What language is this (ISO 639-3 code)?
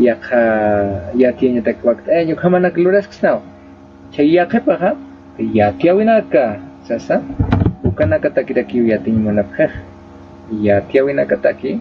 aym